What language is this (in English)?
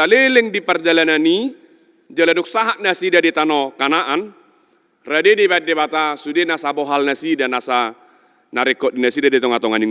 Batak Toba